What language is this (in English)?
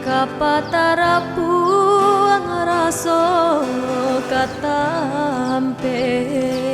Minangkabau